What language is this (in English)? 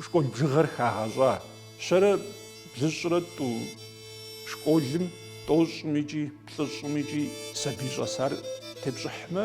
Kabardian